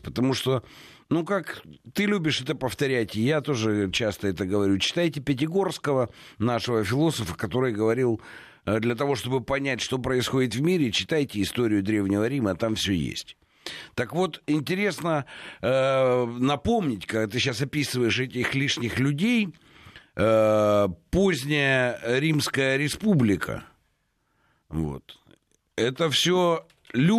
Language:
Russian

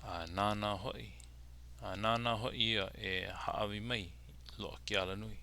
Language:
Hawaiian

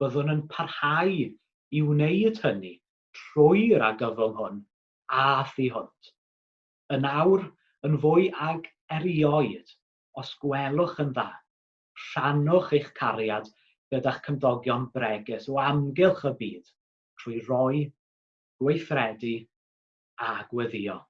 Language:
Welsh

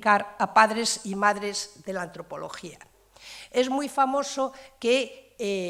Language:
Asturian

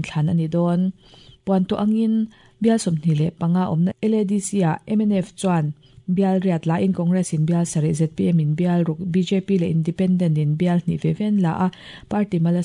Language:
Mizo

